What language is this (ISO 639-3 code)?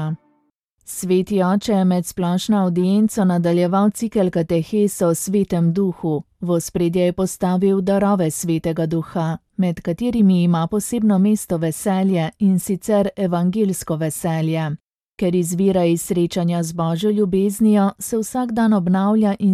slv